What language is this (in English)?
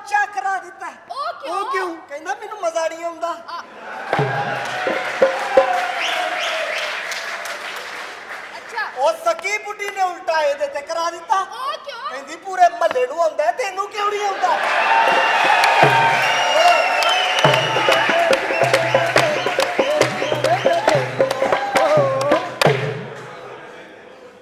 Punjabi